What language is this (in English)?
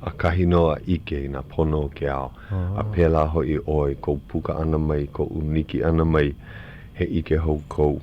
Hawaiian